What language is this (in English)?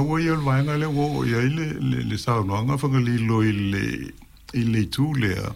Samoan